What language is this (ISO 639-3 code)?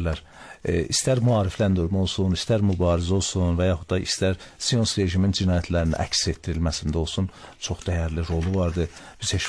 aze